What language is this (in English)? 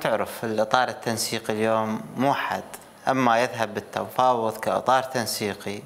Mesopotamian Arabic